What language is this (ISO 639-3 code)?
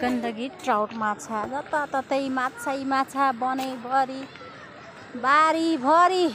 nep